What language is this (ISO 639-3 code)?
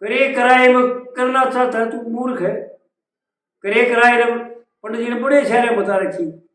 bgc